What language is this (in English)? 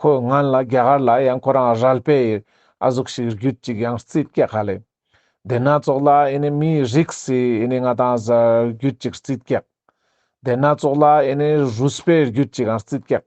Ladakhi